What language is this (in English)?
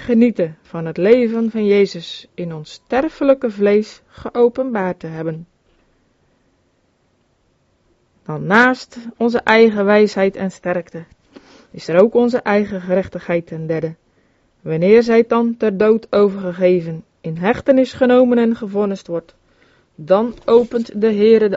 Dutch